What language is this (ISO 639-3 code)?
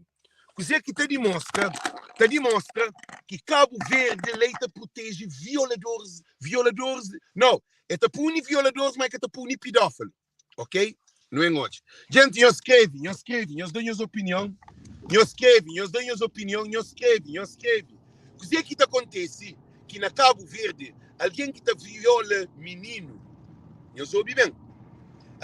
kea